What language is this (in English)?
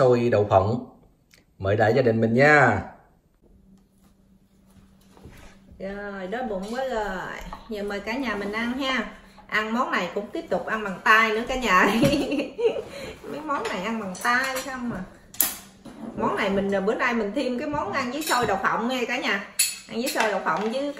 Vietnamese